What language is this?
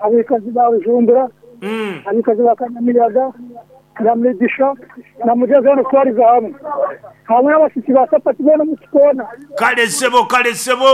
Nyankole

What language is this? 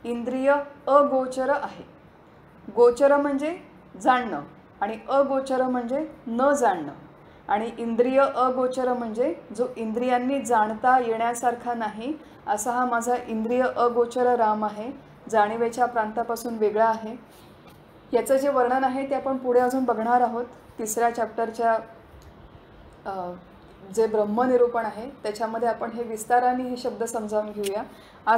Marathi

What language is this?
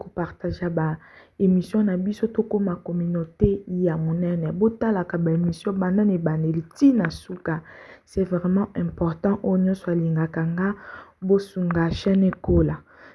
Lingala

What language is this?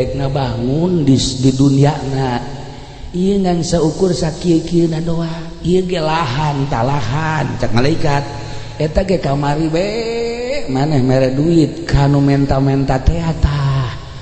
Sundanese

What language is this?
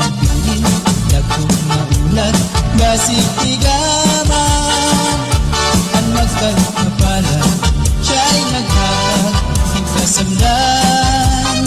Waray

